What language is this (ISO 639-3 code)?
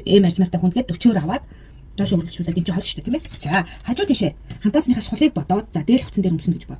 mon